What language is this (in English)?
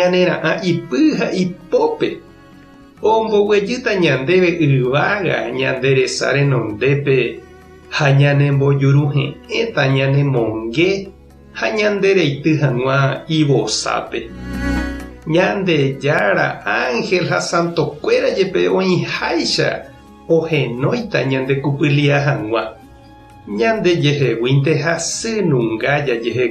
Guarani